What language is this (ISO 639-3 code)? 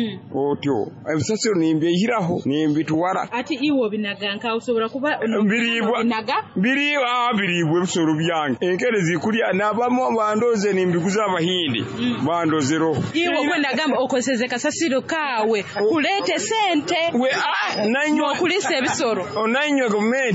nyo